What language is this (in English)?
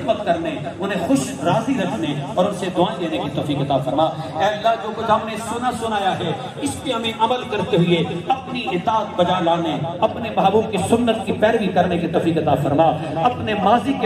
Urdu